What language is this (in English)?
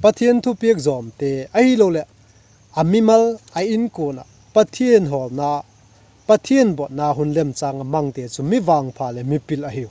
Vaiphei